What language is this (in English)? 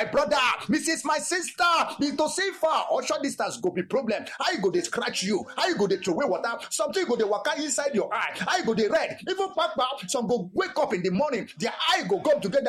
Nigerian Pidgin